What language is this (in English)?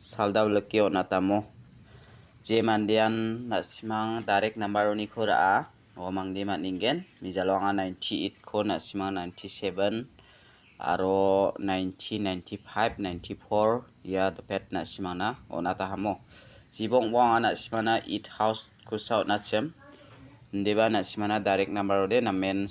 Garo